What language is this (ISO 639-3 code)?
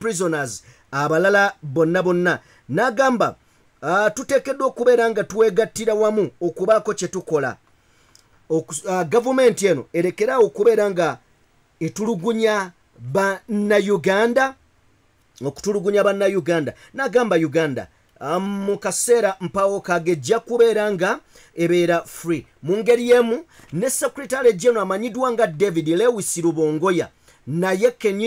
lug